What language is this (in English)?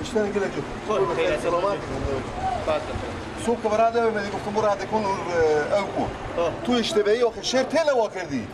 Persian